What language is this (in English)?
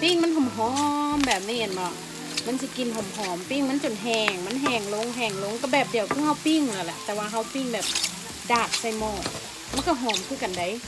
Lao